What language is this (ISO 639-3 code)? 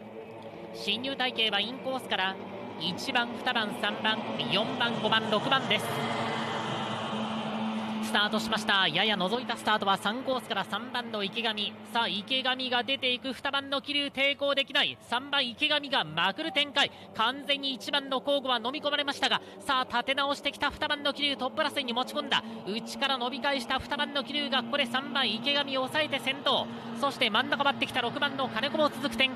jpn